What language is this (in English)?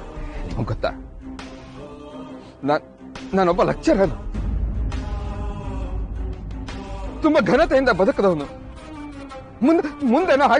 Kannada